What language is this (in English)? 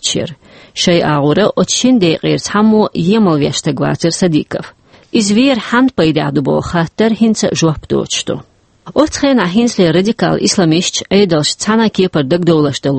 Chechen